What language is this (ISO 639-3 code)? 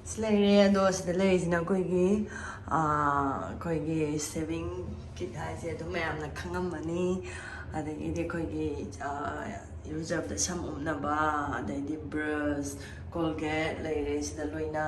mni